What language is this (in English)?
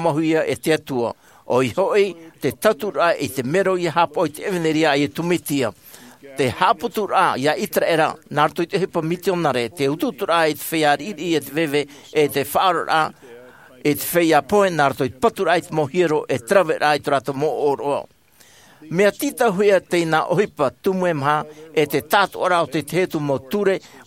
Tahitian